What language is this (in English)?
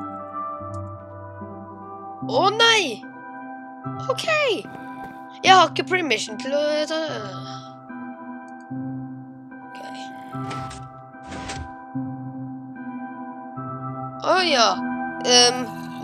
Norwegian